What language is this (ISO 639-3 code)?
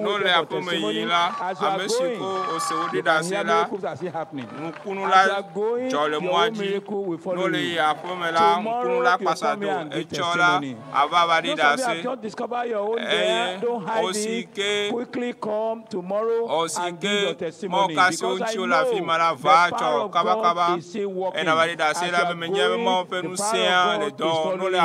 ewe